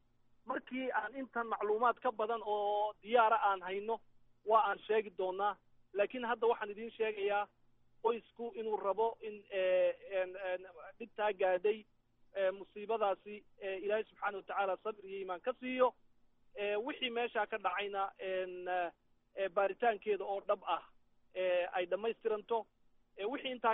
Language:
Somali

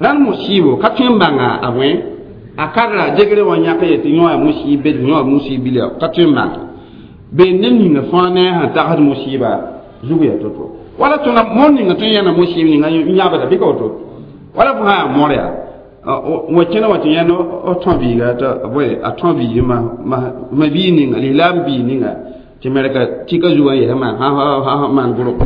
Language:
Mossi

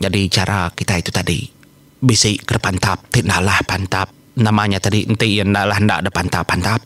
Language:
Iban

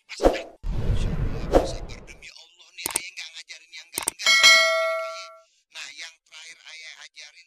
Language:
Betawi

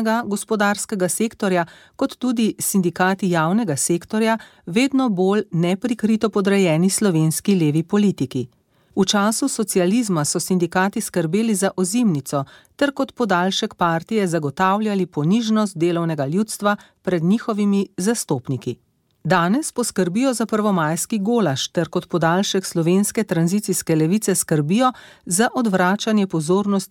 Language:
Slovenian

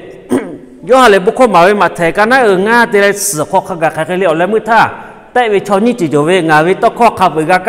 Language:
Lahu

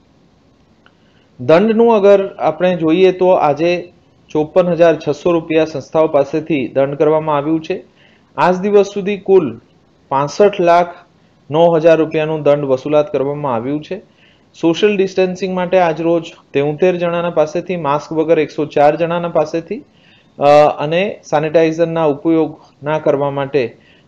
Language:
Gujarati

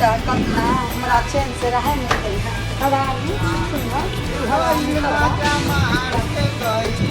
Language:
Maithili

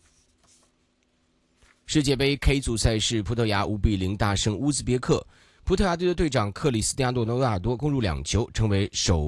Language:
Chinese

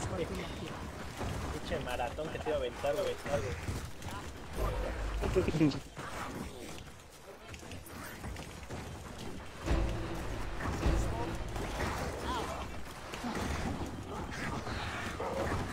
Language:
Spanish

